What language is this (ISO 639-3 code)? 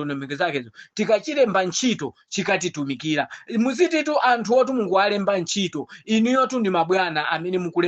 nya